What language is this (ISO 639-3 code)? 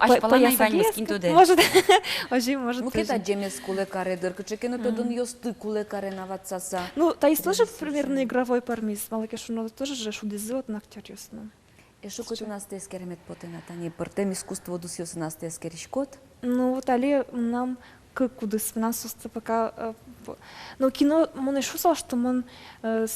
udm